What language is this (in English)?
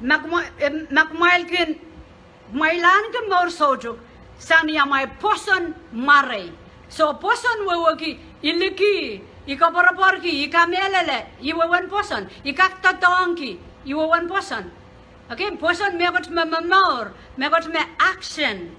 Pohnpeian